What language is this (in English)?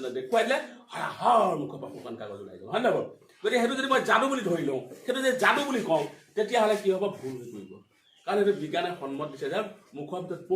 Assamese